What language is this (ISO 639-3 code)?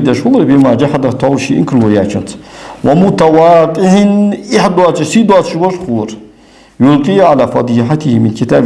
inh